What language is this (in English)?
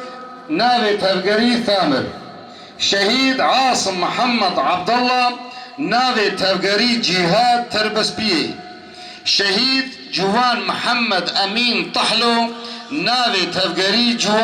Kurdish